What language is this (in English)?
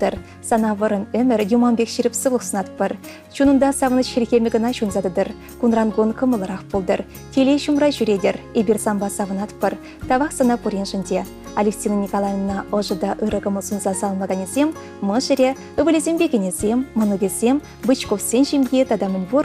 Chuvash